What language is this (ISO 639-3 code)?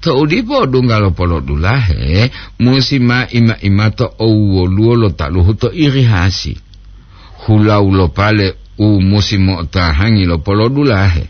gor